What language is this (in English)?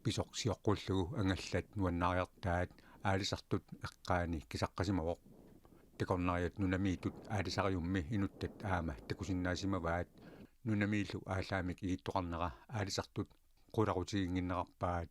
Kalaallisut